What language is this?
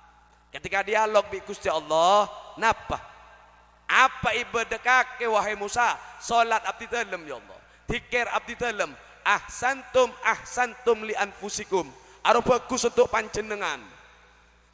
Madurese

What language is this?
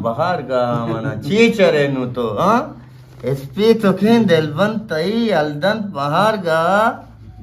Eastern Balochi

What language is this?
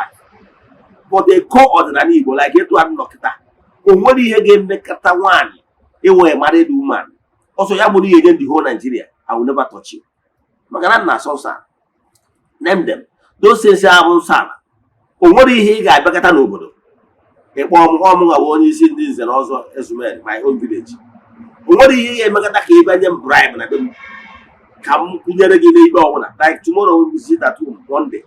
Igbo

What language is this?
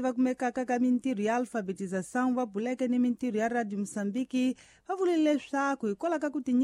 Tsonga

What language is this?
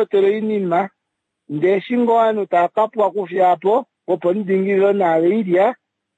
Kuanyama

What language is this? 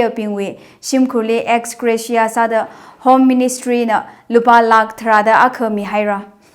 Tangkhul Naga (India)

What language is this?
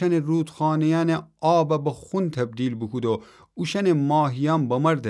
Gilaki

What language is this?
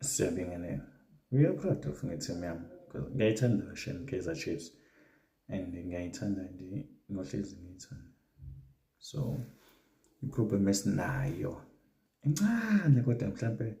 Zulu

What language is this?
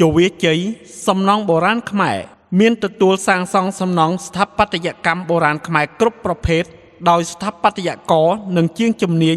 Khmer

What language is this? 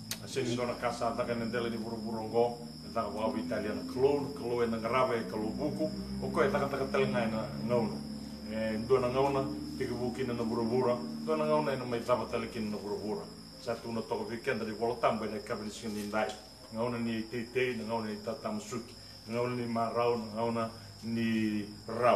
Fijian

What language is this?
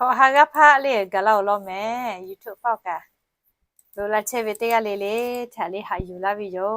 Lahu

